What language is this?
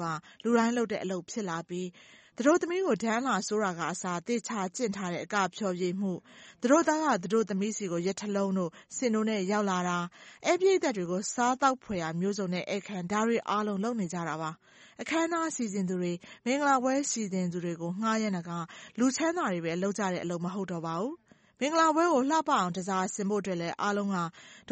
Burmese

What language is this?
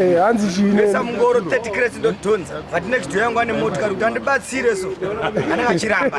Shona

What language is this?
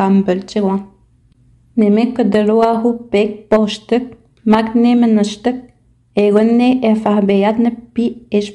Innu-aimun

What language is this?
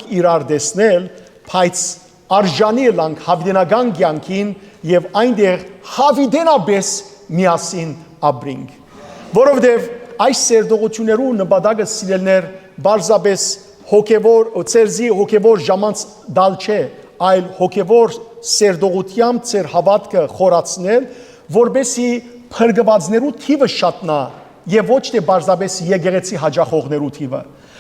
Western Armenian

